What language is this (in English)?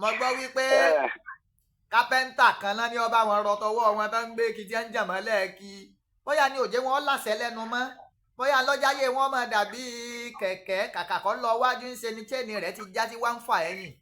Yoruba